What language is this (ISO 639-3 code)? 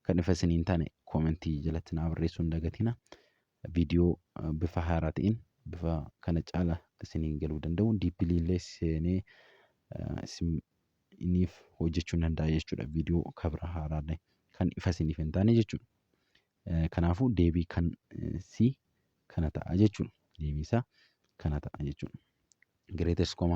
orm